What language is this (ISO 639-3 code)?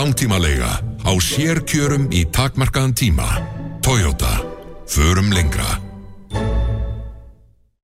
isl